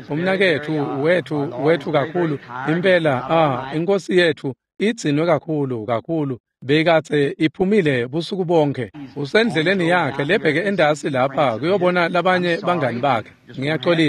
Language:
Swati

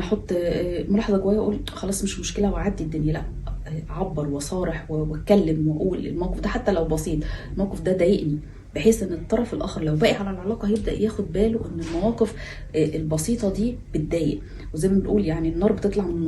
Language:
Egyptian Arabic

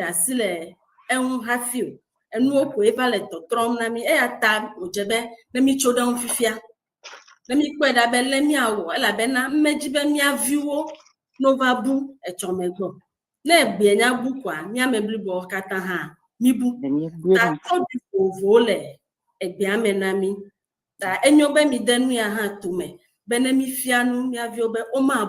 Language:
Ewe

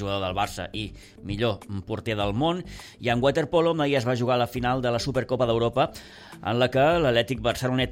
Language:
Catalan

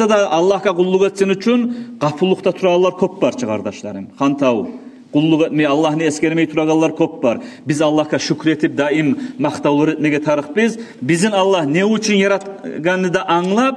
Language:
Kumyk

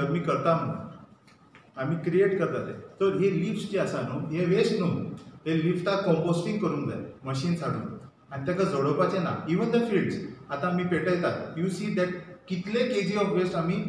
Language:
Konkani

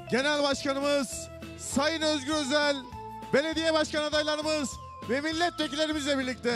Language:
Turkish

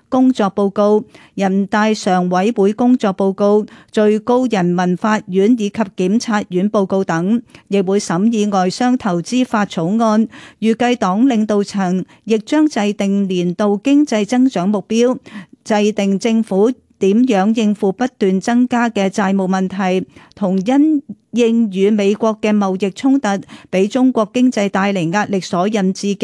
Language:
Cantonese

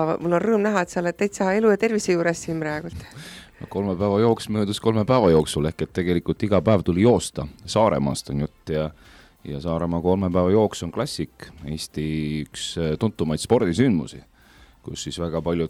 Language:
Estonian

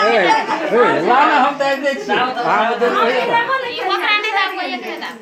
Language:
Maithili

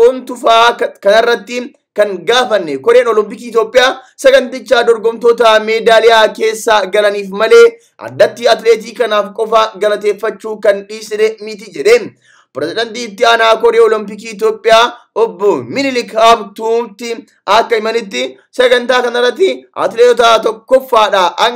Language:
Oromo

